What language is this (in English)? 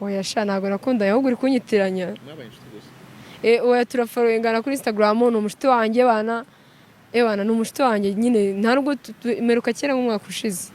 Kinyarwanda